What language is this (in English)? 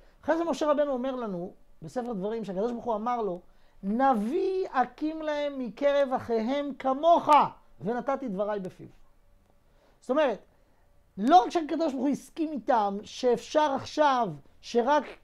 Hebrew